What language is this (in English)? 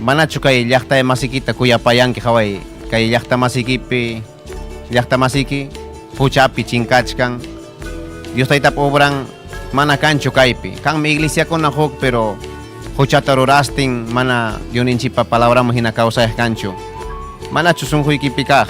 Ayacucho Quechua